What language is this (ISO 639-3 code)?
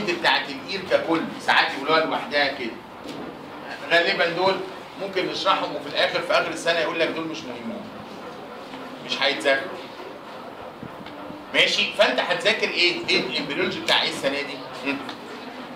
arz